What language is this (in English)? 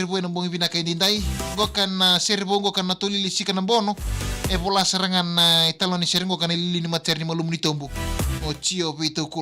Fijian